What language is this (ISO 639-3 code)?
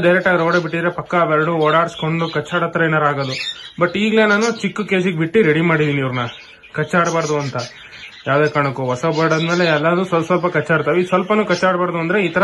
kan